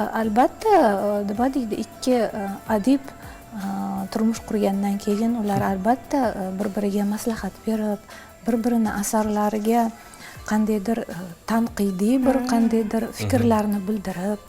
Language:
Uzbek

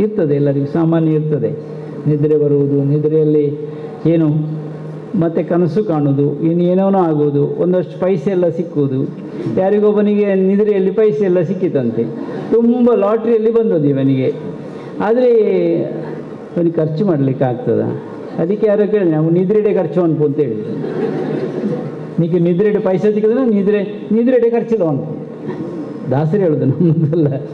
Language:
Kannada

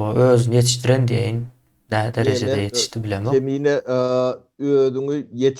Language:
Turkmen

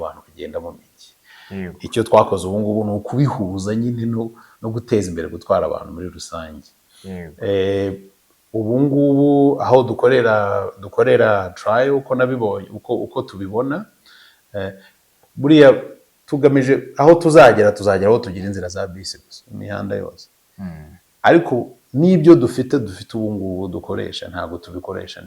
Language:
Kinyarwanda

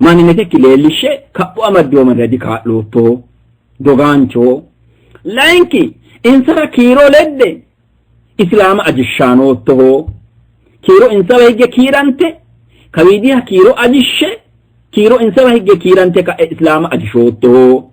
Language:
Sidamo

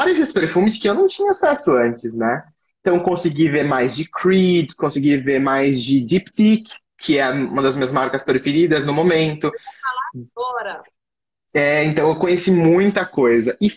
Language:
Portuguese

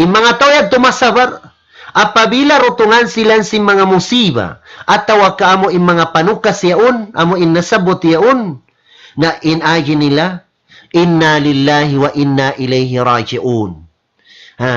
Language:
Tausug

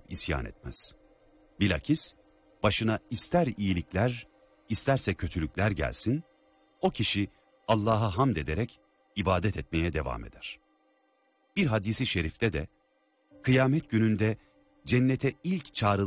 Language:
Turkish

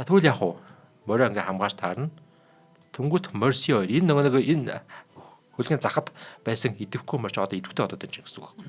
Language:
Mongolian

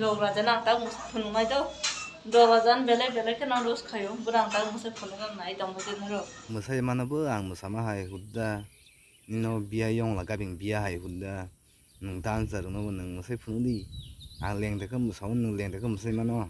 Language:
Kok Borok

